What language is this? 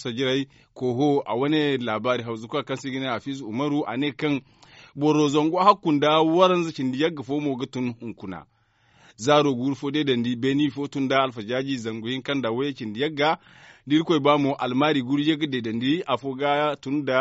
Zarma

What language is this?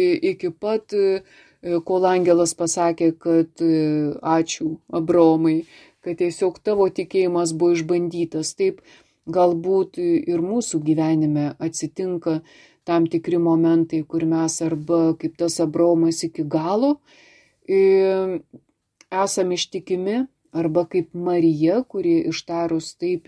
Lithuanian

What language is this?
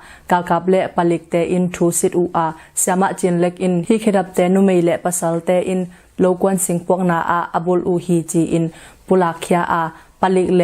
Tedim Chin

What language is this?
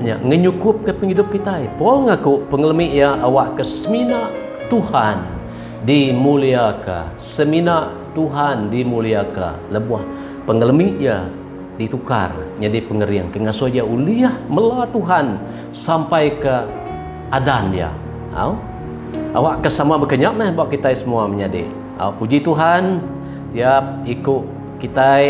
Iban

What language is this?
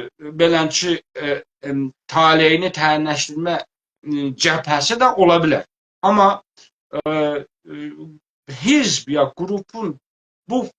South Azerbaijani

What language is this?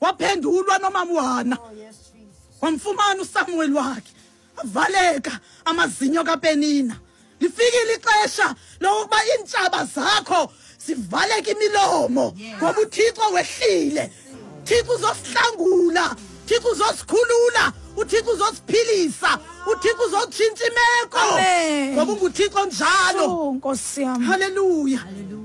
Xhosa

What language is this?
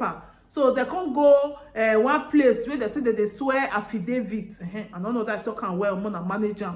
Nigerian Pidgin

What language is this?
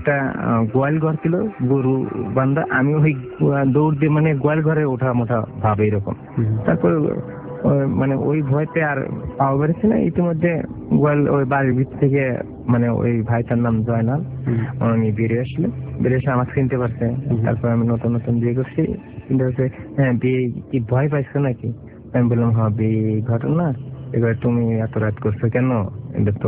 Bangla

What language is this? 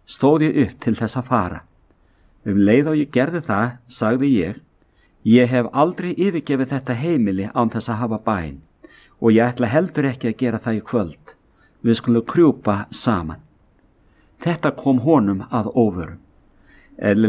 Icelandic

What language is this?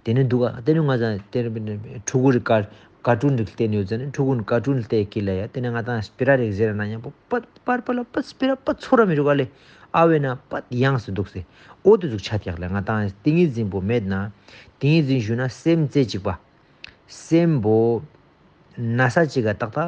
Ladakhi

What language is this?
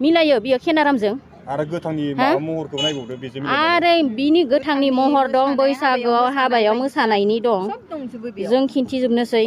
Bodo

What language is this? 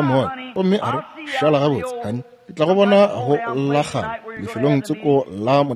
Northern Sotho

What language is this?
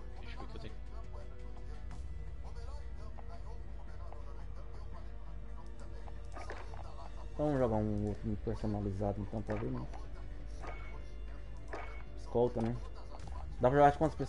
Portuguese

